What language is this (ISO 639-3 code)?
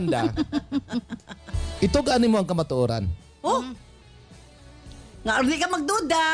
ceb